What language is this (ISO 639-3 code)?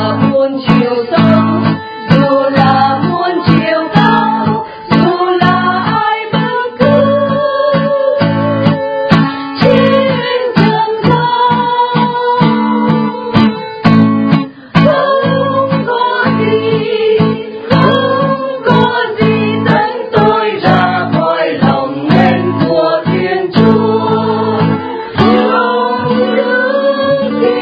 vie